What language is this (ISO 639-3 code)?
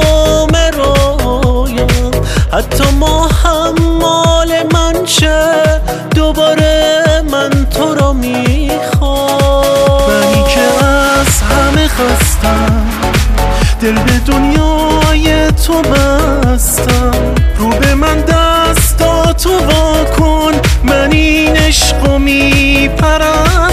fas